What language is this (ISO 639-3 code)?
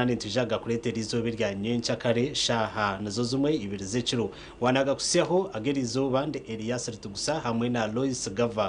nyn